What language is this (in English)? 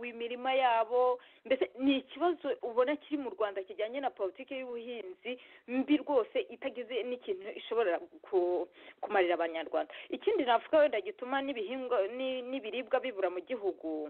Kinyarwanda